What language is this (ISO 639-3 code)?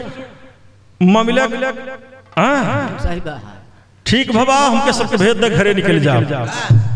bho